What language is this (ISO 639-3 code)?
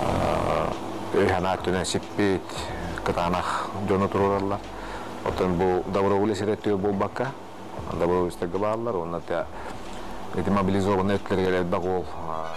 sah